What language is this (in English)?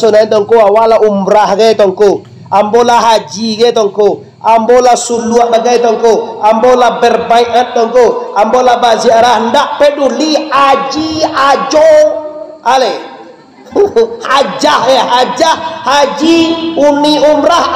Minangkabau